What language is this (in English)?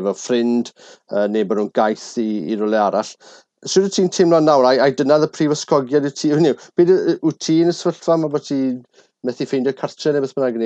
Welsh